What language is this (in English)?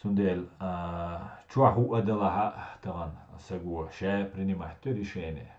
Chechen